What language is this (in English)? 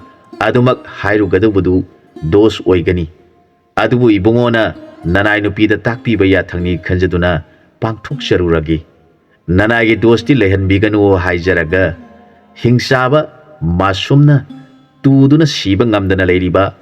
Manipuri